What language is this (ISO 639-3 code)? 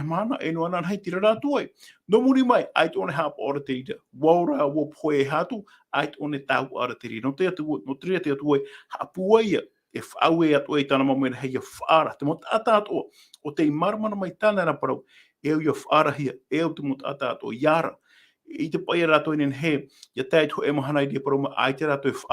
tah